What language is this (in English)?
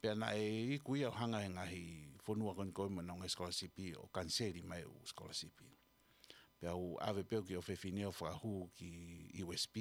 Tongan